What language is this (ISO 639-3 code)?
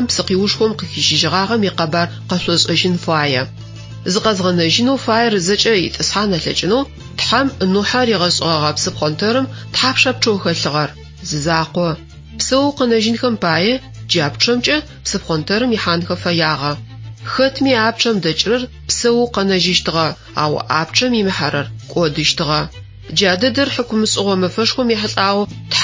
ady